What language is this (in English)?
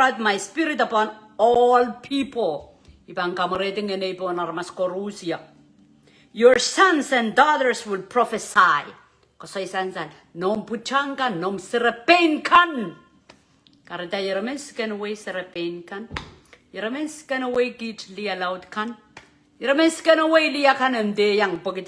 Pohnpeian